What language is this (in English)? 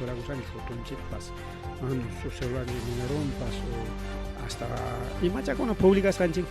Ayacucho Quechua